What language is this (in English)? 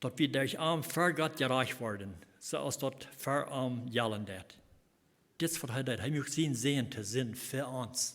Plautdietsch